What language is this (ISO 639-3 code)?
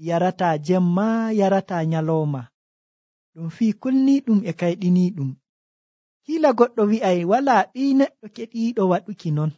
fuv